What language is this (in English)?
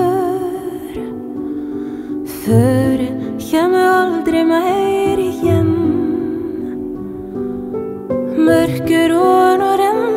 Norwegian